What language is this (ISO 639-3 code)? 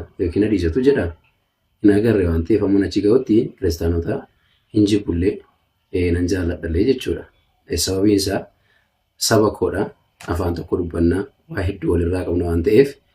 orm